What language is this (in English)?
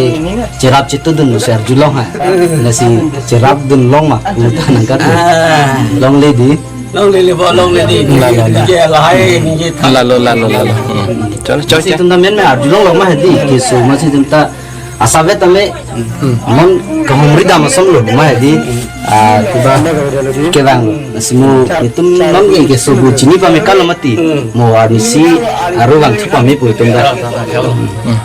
Karbi